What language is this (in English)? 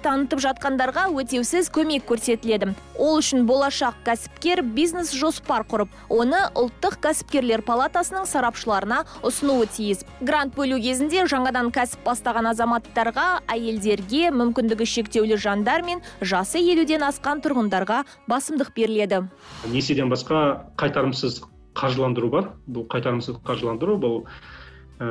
Kazakh